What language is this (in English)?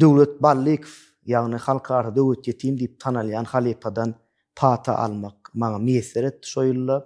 Turkmen